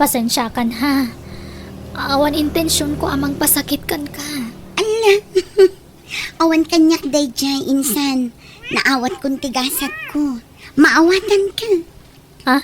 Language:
Iloko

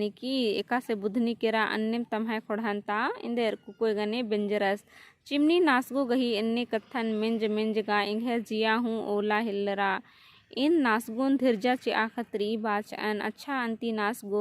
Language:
Kurukh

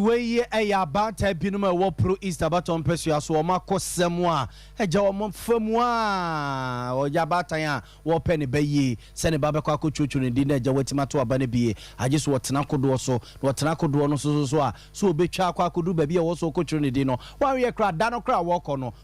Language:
Akan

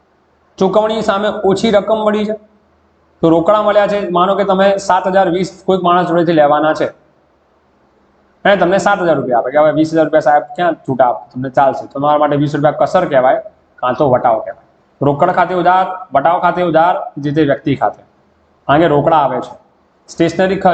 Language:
Gujarati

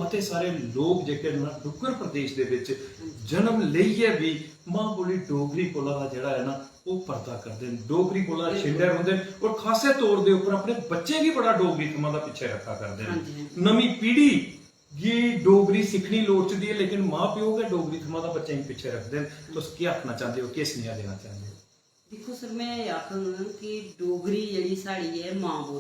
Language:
Dogri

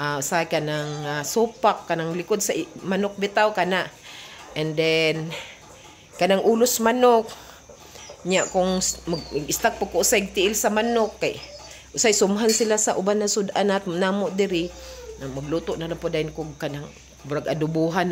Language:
Cebuano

